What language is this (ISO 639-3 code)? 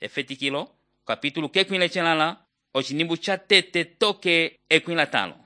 umb